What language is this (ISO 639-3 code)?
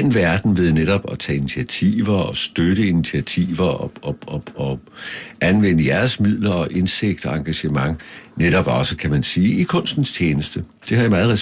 dan